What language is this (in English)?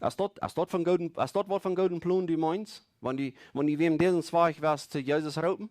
Plautdietsch